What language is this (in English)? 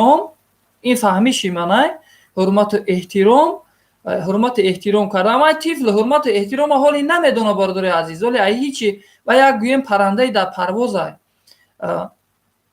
Tajik